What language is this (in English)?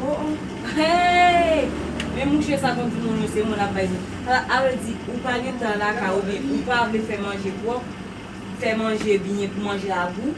Haitian Creole